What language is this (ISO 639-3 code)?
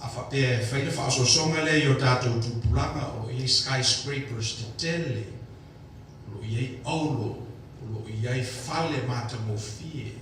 smo